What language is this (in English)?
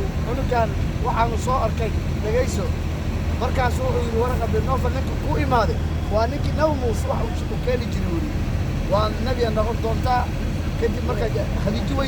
Somali